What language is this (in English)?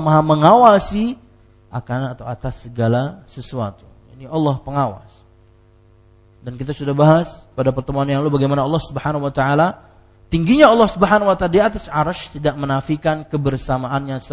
Indonesian